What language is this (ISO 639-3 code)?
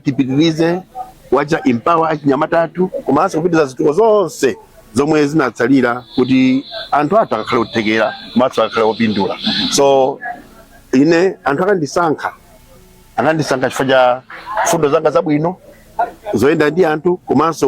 nya